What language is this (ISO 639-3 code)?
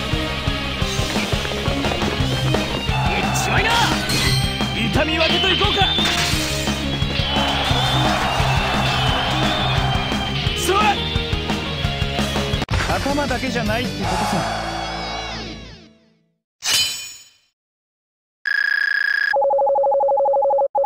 jpn